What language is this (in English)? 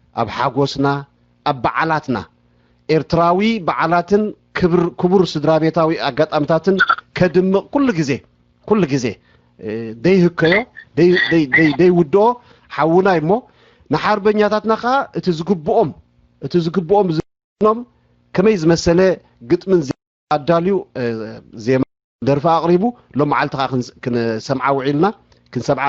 Tigrinya